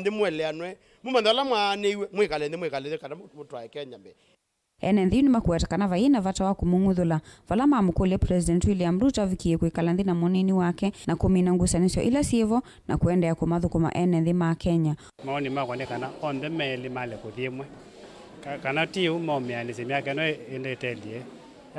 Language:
Kamba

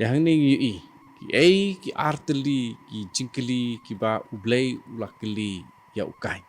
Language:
Khasi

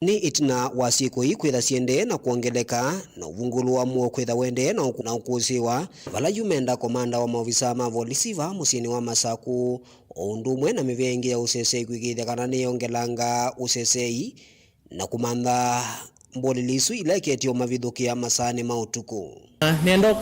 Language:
Kamba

